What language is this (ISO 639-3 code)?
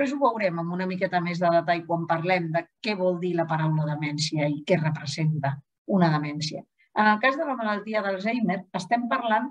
cat